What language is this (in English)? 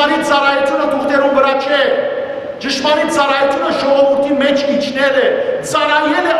Western Armenian